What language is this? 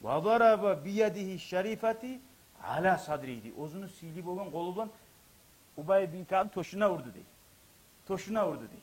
Kumyk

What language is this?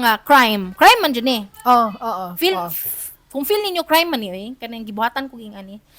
Cebuano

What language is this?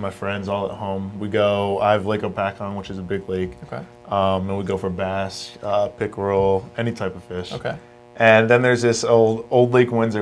English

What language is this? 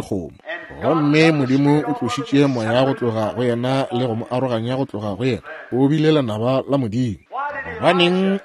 Northern Sotho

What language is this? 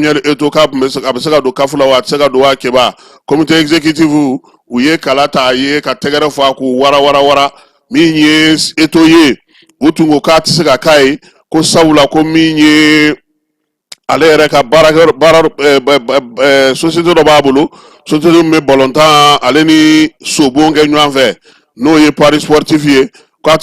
Bambara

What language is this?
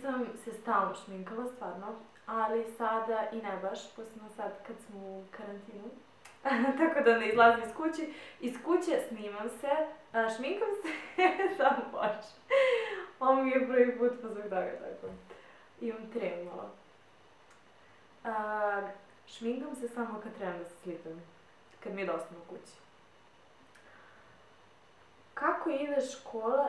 Serbian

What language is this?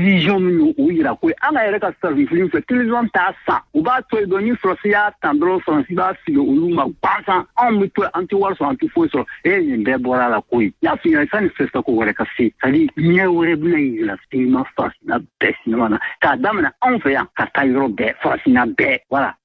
Bambara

